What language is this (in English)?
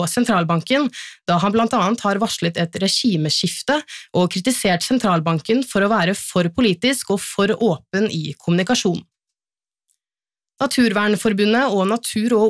Norwegian